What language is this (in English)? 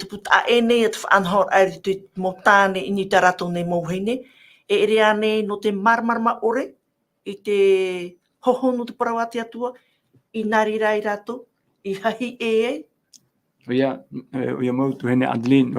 Tahitian